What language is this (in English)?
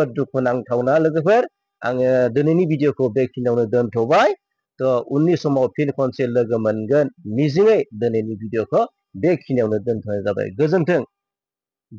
Bodo